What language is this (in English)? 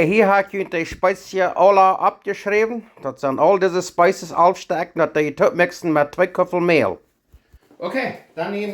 Plautdietsch